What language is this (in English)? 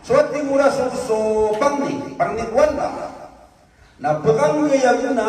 Maranao